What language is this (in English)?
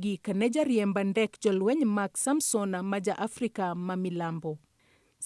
Luo (Kenya and Tanzania)